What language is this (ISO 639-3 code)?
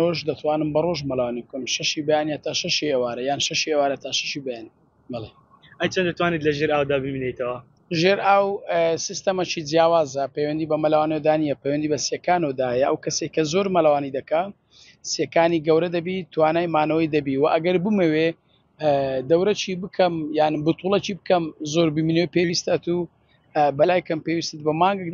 ckb